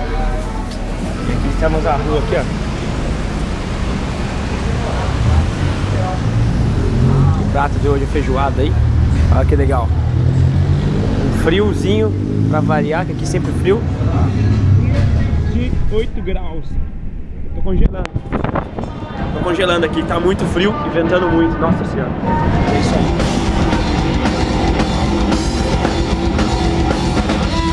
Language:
Portuguese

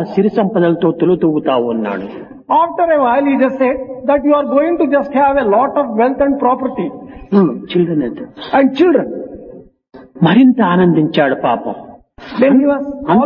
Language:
Telugu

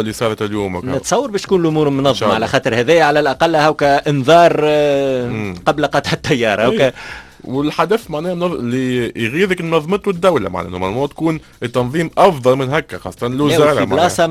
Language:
Tunisian Arabic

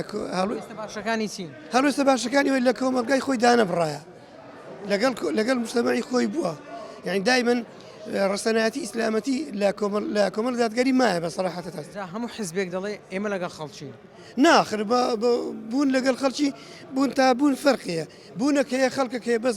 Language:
Central Kurdish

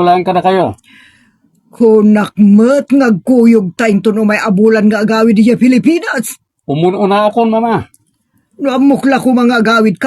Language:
Iloko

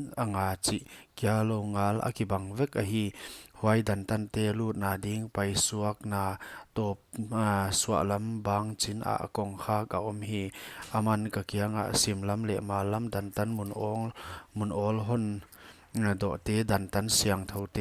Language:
Paite Chin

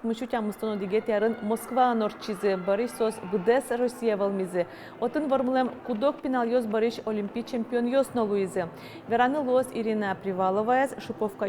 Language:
Udmurt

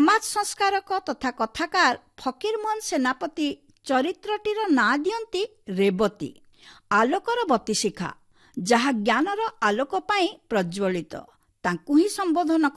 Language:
Odia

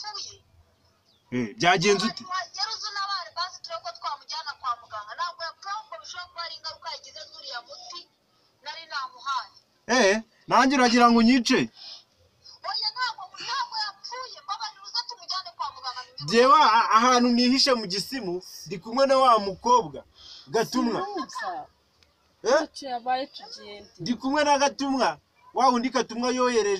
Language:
Kinyarwanda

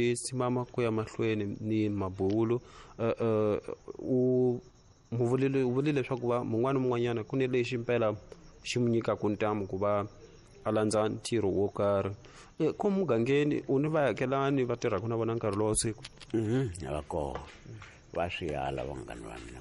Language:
Tsonga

